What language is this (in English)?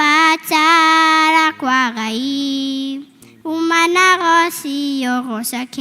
Kikuyu